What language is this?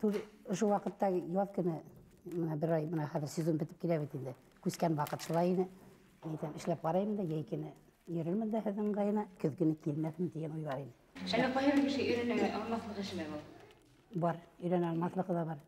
Bashkir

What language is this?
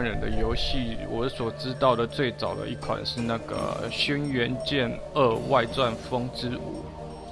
Chinese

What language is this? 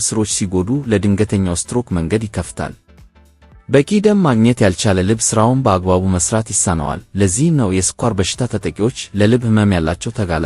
Amharic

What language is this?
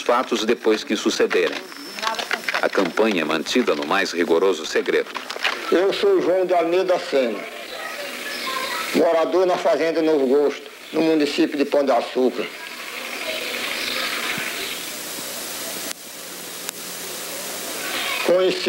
Portuguese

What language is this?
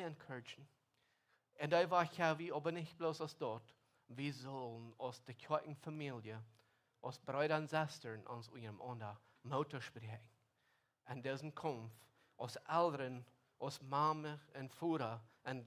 Plautdietsch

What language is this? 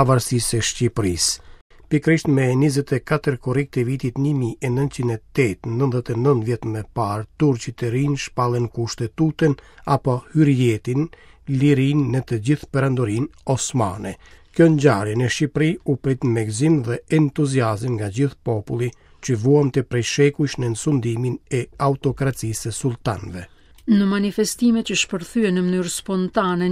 Albanian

